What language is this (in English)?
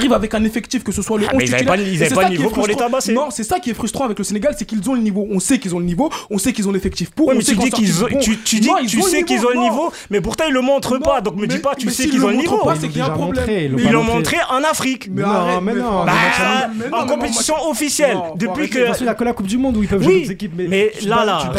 French